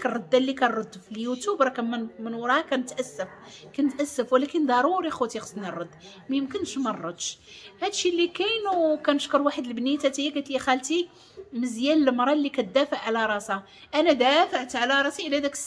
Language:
Moroccan Arabic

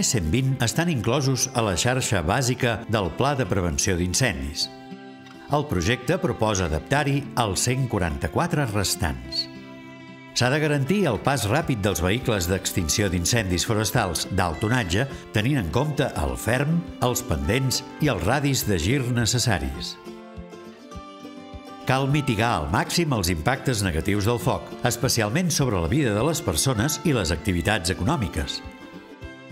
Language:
Catalan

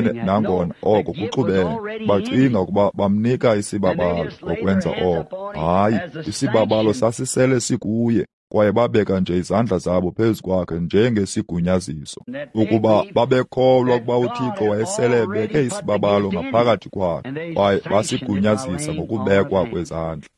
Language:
Xhosa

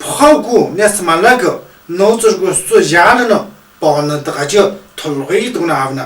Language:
Tu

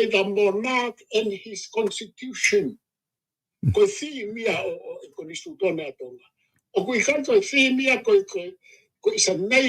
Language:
Tongan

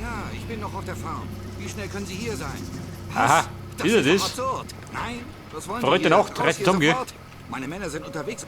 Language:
Bavarian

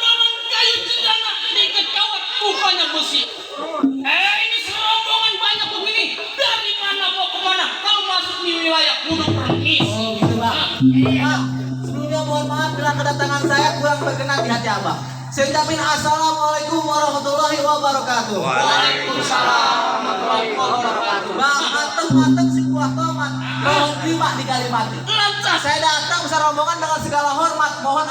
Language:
Betawi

